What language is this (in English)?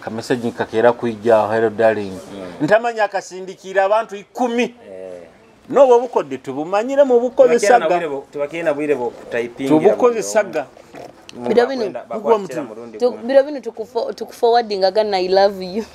Nyoro